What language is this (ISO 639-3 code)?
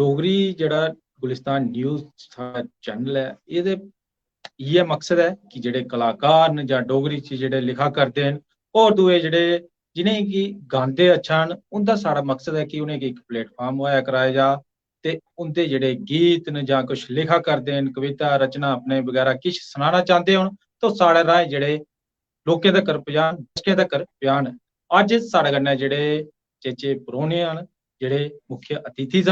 doi